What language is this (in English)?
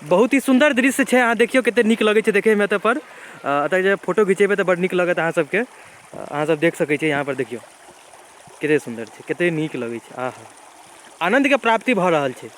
Maithili